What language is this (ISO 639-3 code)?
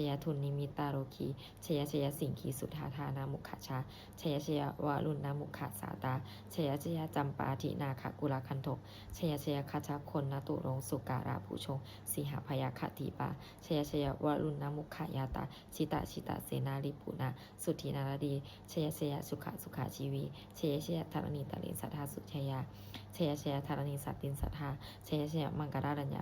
pli